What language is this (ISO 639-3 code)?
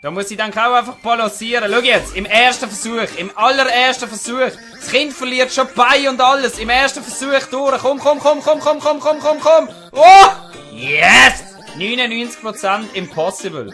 gsw